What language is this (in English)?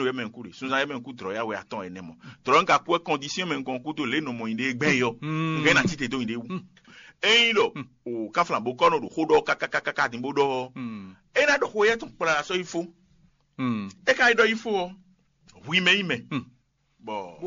Fon